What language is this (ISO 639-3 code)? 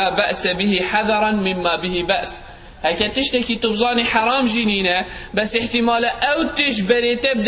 kur